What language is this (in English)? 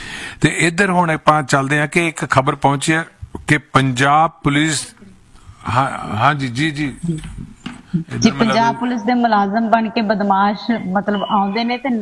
Punjabi